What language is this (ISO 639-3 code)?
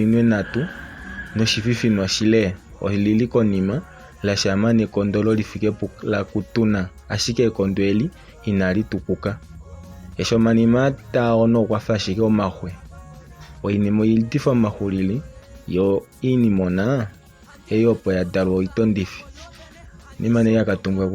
kua